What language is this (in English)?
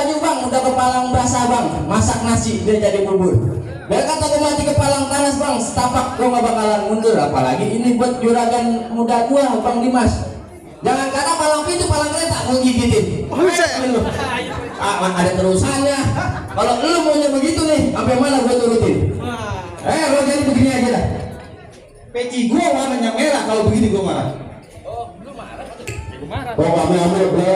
Betawi